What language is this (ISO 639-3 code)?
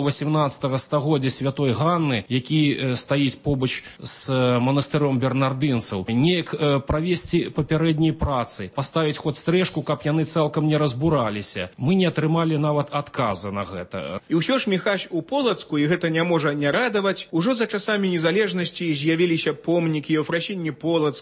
bel